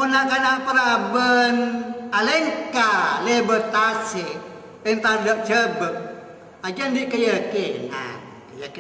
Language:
Madurese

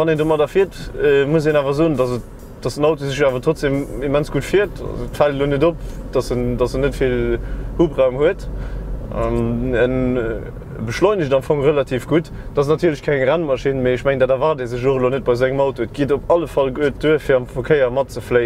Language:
Luxembourgish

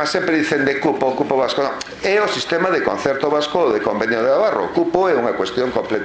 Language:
Galician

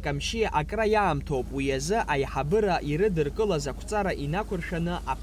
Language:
Abkhazian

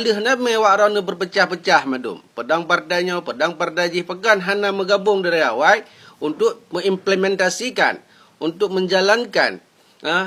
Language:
Achinese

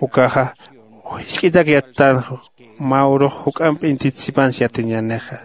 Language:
Aymara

